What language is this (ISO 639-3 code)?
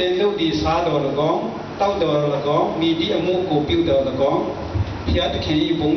ctd